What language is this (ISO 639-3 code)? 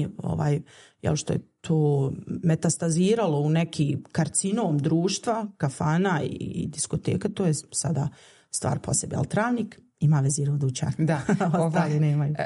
bos